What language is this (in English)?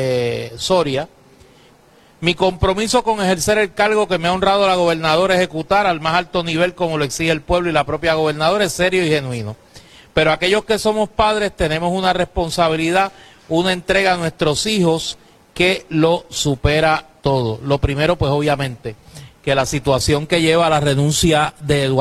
Spanish